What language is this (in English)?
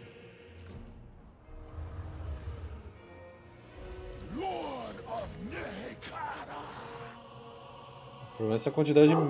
Portuguese